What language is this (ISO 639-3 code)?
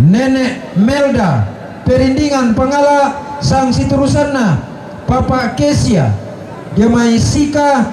sda